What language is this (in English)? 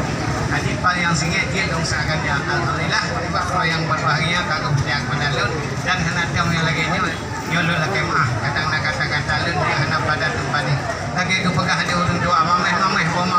Achinese